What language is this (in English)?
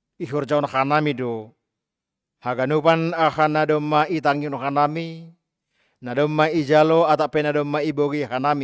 Batak Simalungun